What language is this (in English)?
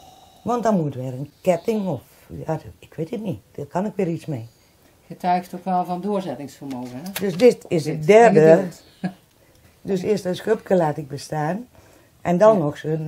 Dutch